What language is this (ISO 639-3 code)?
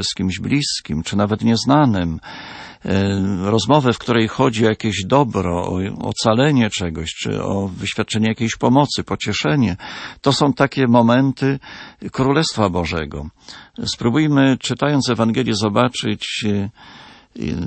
pol